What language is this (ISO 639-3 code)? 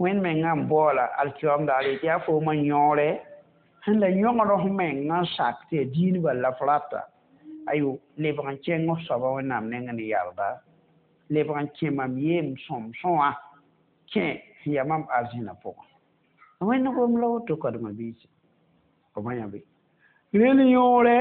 mos